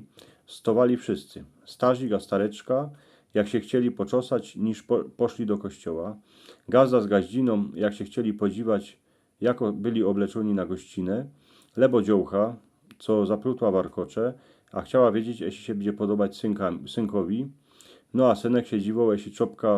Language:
Silesian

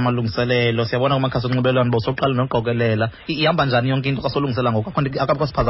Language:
Xhosa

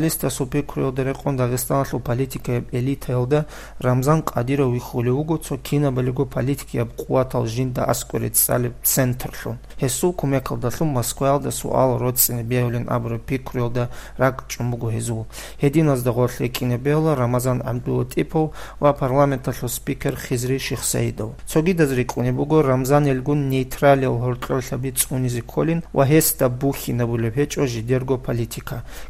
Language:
Avaric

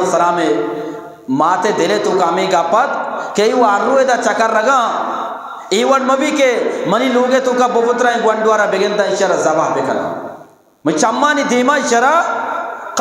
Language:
Eastern Balochi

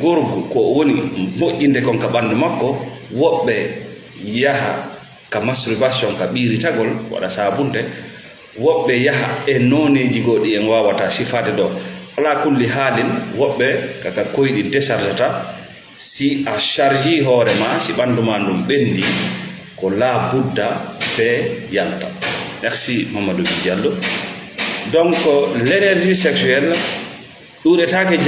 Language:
Fula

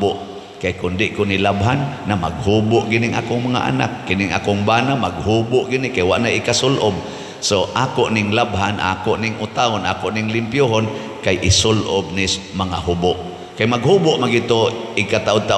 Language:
Cebuano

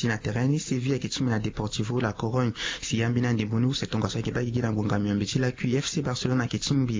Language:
Sango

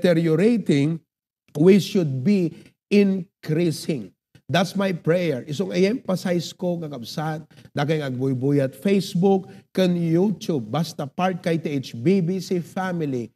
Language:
Iloko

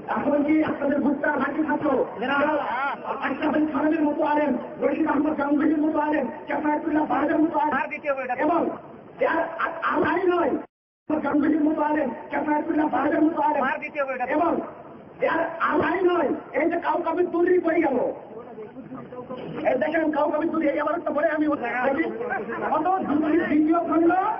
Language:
Bangla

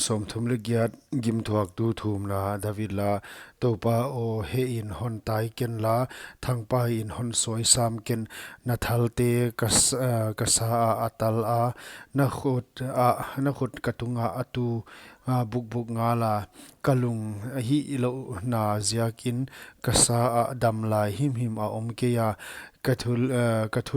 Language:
Paite Chin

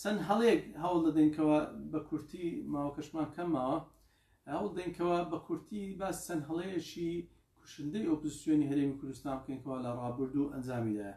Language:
Central Kurdish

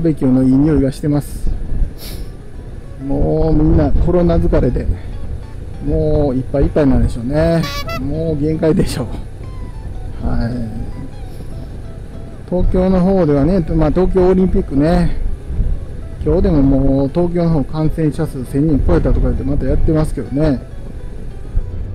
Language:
Japanese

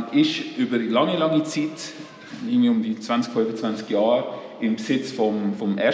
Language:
Swiss German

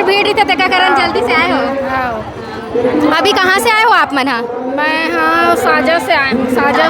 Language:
Chhattisgarhi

